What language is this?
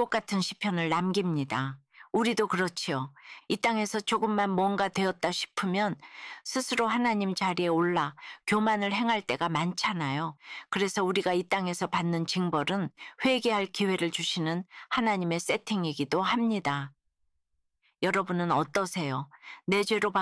Korean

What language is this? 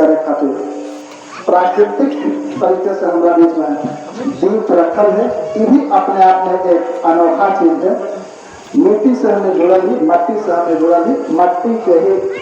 Magahi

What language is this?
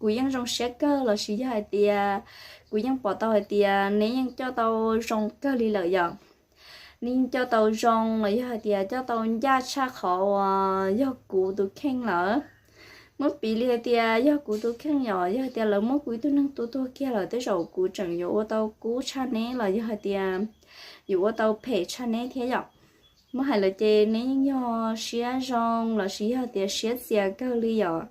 Hmong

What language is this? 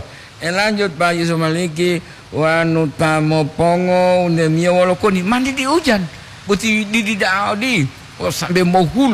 Gorontalo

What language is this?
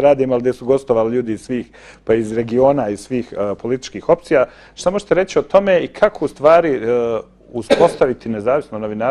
Bosnian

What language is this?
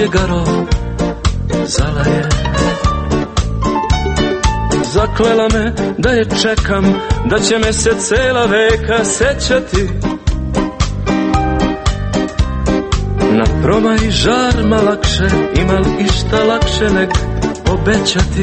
Serbian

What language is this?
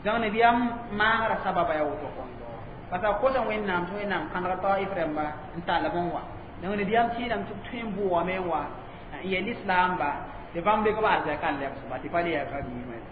Mossi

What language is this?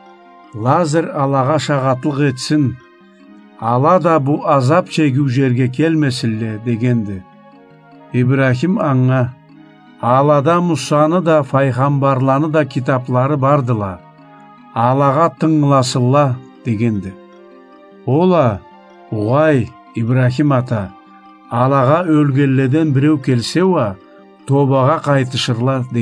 Karachay-Balkar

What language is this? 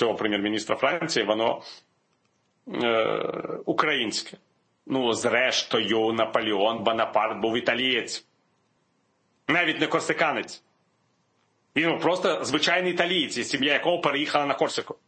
Ukrainian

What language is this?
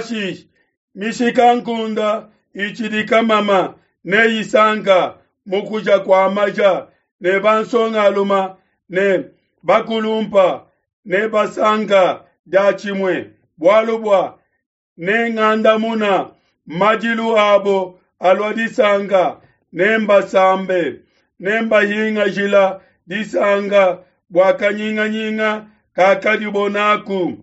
Luba-Lulua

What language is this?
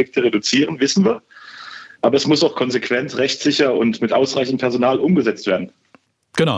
German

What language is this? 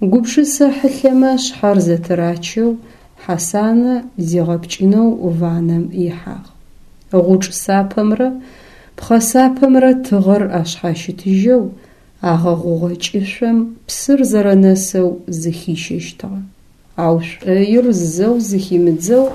Adyghe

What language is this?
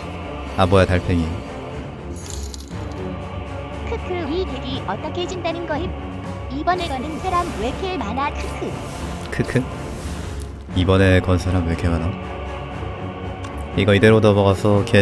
Korean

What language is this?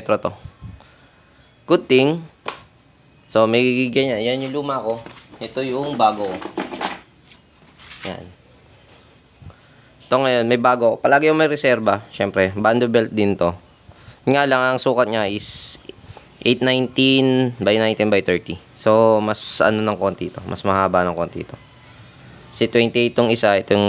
Filipino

